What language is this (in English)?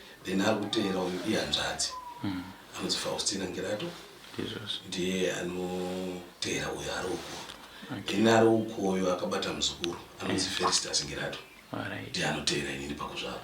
Shona